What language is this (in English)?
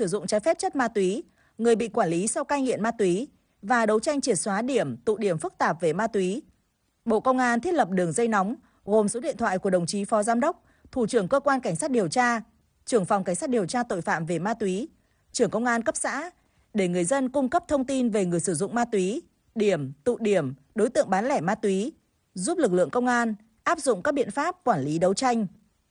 Vietnamese